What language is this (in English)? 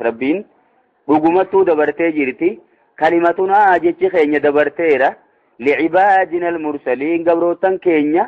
Oromo